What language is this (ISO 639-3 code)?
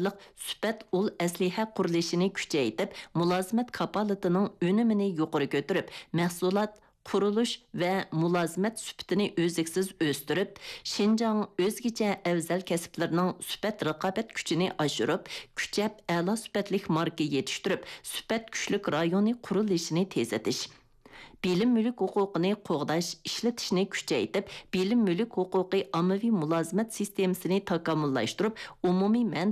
uig